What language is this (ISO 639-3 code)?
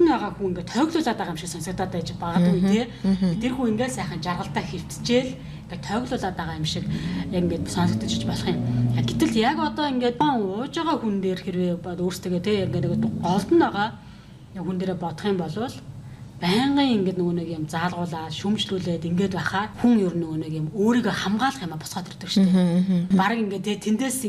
mon